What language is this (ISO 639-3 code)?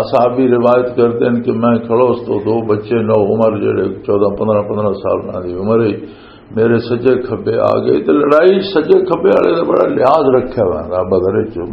lah